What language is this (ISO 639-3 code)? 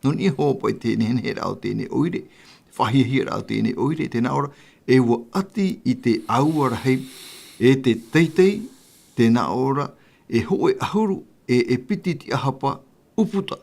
tah